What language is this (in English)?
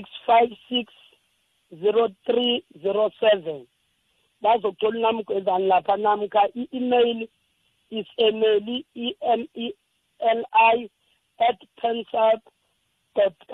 South Ndebele